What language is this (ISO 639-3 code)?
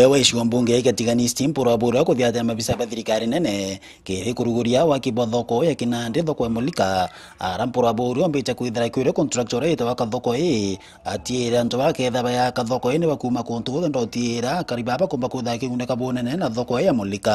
mer